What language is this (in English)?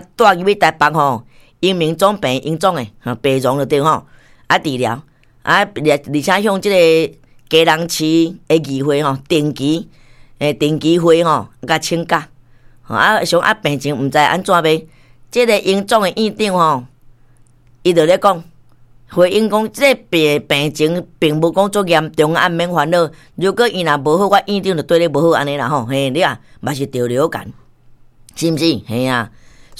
Min Nan Chinese